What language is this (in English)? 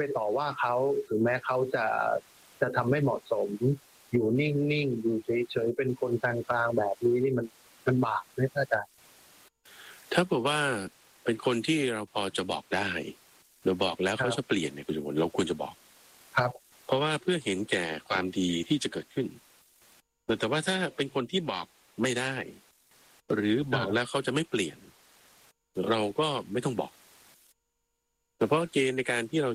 Thai